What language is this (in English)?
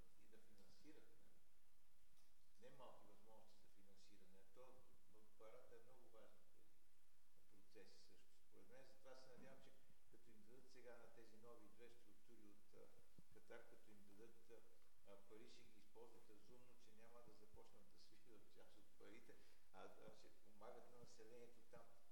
Bulgarian